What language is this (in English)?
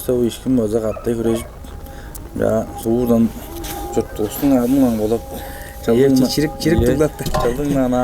Tuvinian